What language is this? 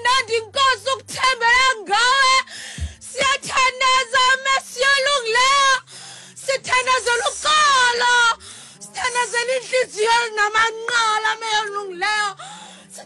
Xhosa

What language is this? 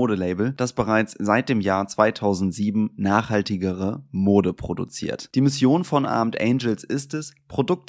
German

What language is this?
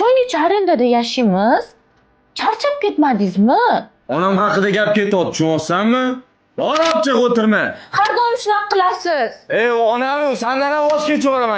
Uzbek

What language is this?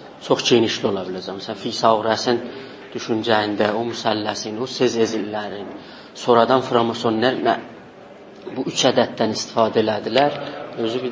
South Azerbaijani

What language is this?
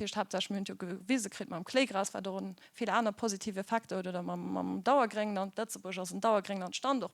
Luxembourgish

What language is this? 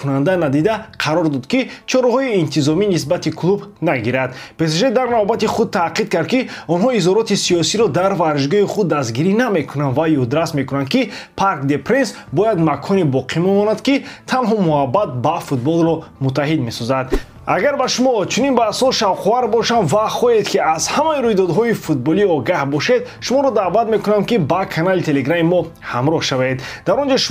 Tajik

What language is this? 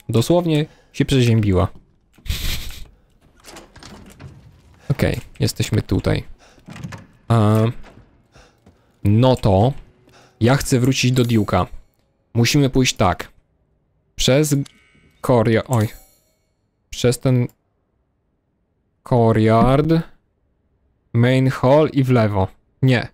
Polish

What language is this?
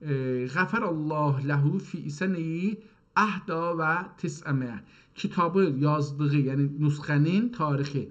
South Azerbaijani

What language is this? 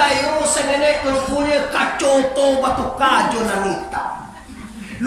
Minangkabau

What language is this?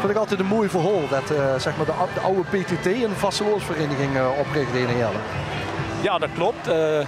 Limburgish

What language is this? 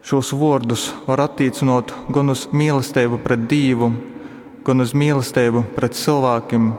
Latgalian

